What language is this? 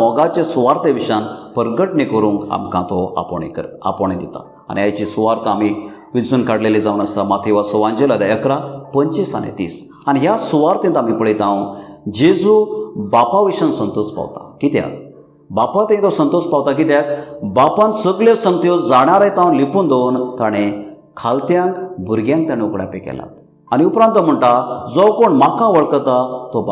Konkani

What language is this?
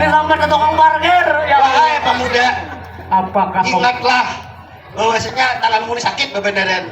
Banjar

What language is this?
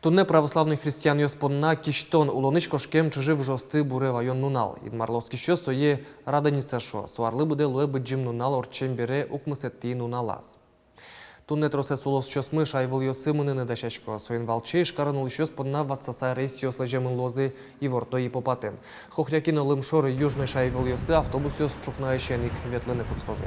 Udmurt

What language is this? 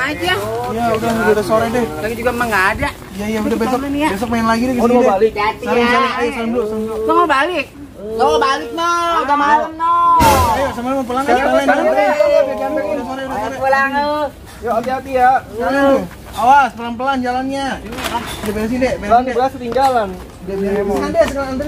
Betawi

